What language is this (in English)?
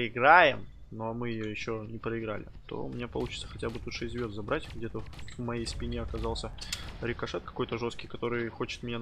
Russian